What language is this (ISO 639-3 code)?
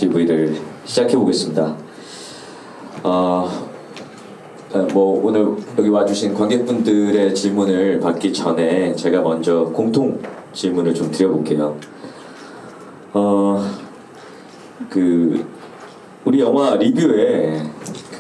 kor